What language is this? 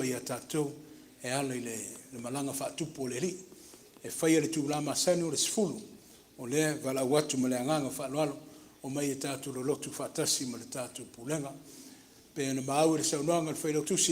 Samoan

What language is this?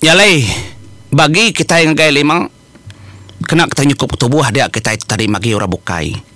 Iban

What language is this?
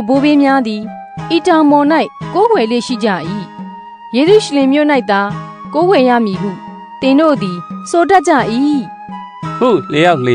Burmese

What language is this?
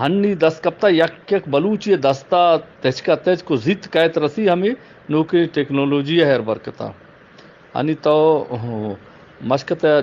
Eastern Balochi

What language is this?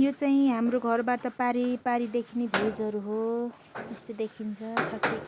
Nepali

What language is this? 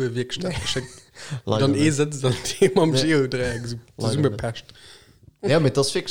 Luxembourgish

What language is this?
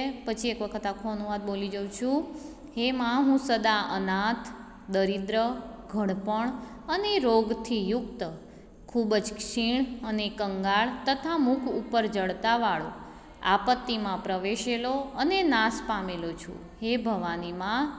Gujarati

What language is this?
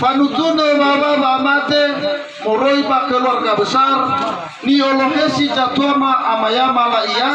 Nias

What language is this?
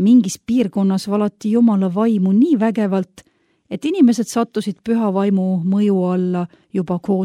Estonian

